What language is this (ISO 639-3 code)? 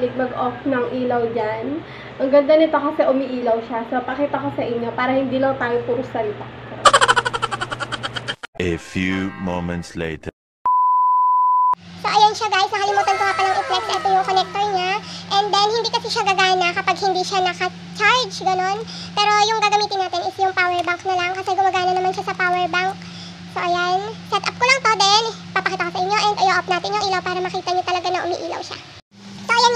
fil